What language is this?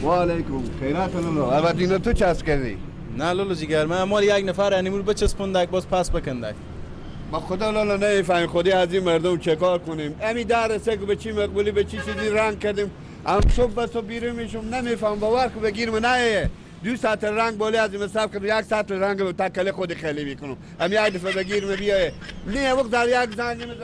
Persian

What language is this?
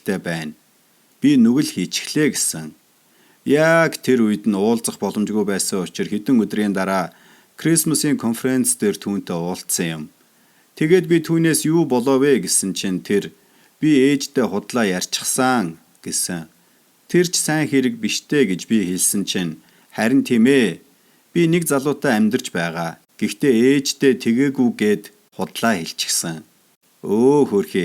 Mongolian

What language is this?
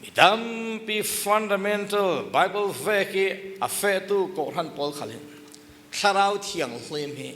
Falam Chin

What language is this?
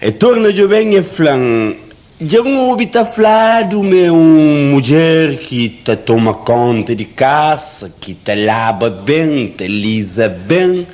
Kabuverdianu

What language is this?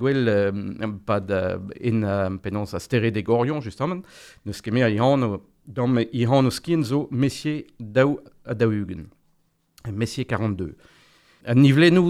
Breton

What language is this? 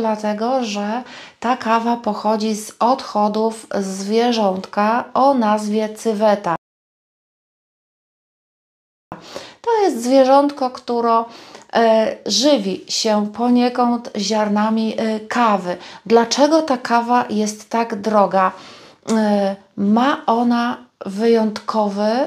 Polish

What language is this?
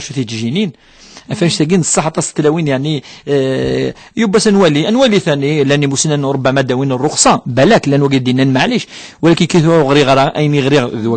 Kabyle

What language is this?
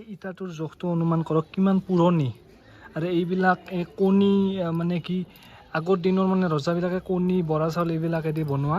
Assamese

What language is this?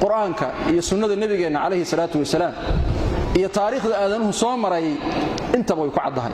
Somali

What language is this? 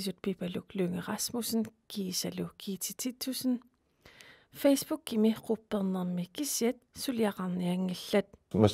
Kalaallisut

